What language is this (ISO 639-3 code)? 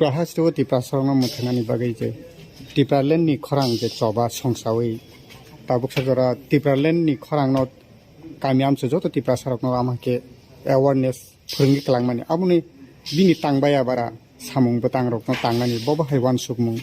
trp